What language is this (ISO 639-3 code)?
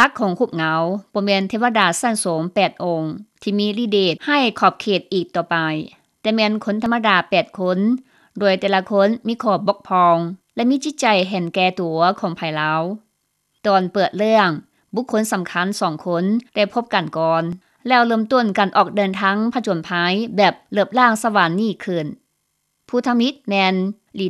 lao